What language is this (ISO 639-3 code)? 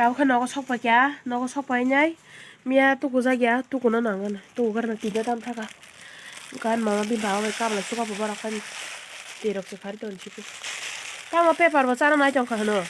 trp